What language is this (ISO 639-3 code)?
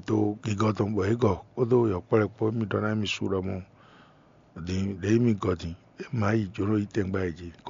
fon